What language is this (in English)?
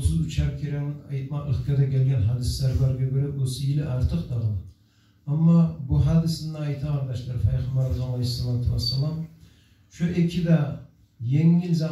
Kumyk